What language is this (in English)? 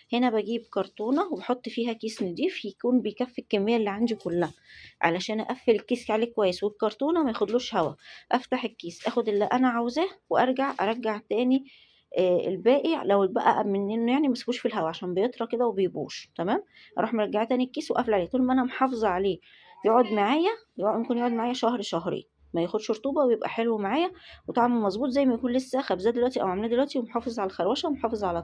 Egyptian Arabic